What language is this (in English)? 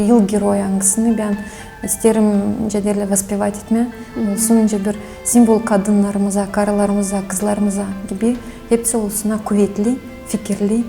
Gagauz